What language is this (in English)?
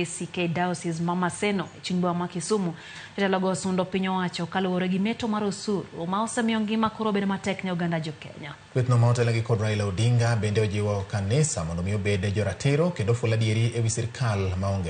Luo (Kenya and Tanzania)